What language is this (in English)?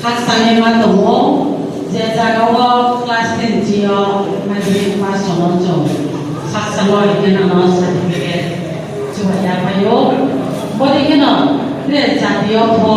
Riang (India)